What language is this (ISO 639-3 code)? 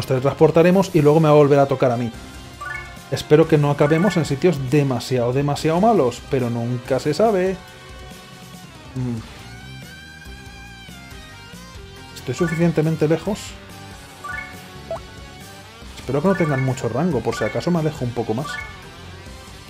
spa